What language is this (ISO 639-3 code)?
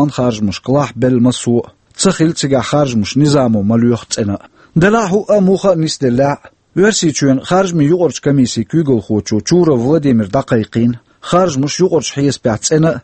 che